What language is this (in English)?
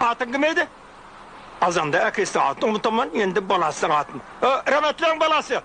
Kara-Kalpak